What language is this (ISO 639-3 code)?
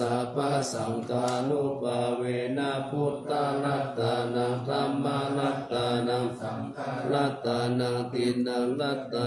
pli